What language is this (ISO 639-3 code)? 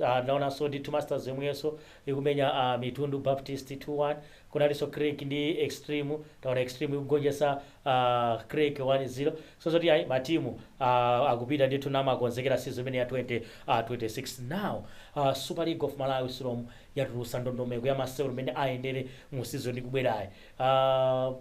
nya